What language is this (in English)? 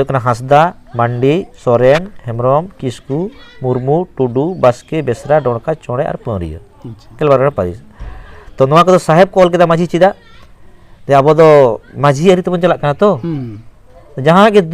Santali